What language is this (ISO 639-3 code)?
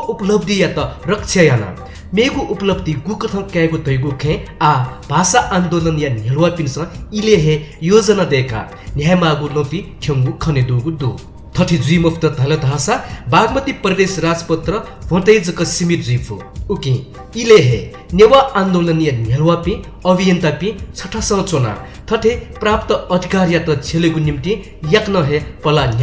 new